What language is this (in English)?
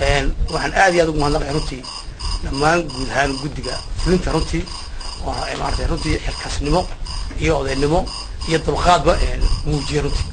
Somali